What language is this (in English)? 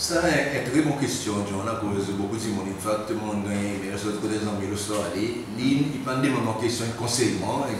Seselwa Creole French